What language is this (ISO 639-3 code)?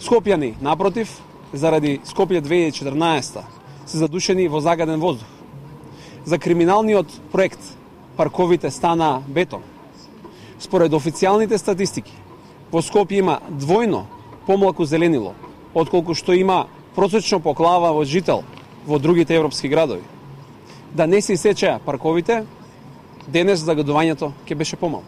mkd